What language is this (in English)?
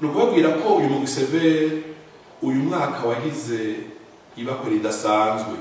Rundi